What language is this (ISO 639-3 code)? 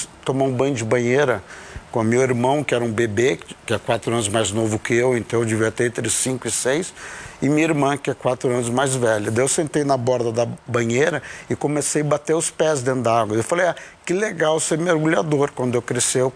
por